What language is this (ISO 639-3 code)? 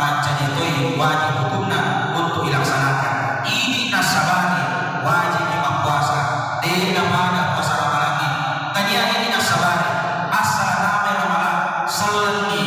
bug